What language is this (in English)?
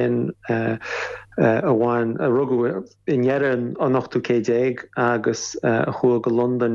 Irish